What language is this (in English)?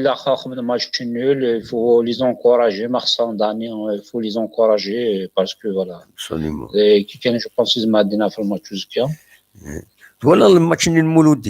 Kabyle